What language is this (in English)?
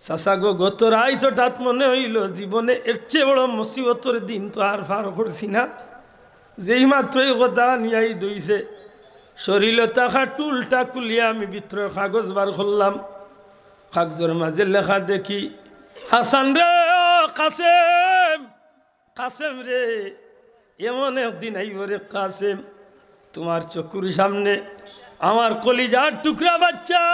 Sylheti